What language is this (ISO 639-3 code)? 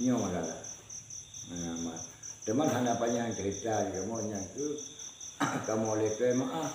ace